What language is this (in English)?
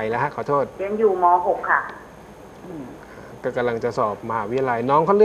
Thai